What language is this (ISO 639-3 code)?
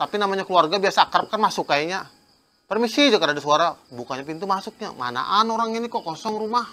bjn